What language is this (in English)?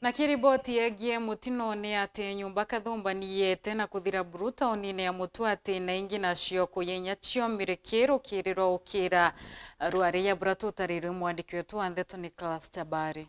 Meru